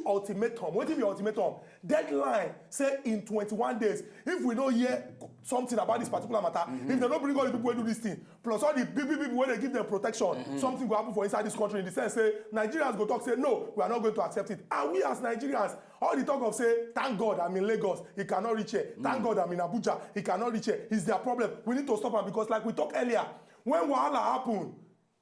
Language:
Nigerian Pidgin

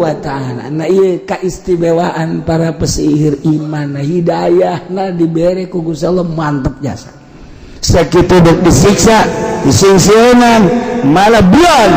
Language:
Sundanese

